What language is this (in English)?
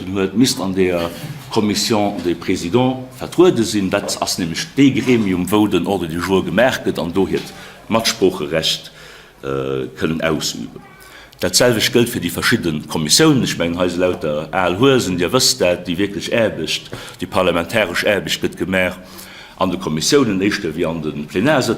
Luxembourgish